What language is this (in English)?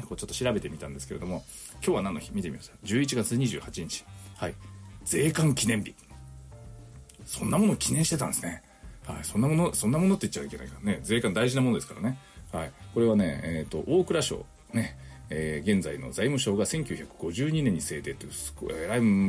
Japanese